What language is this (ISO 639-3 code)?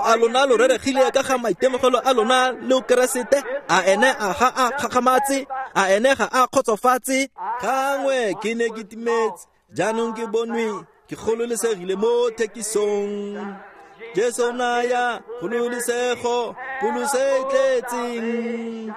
tsn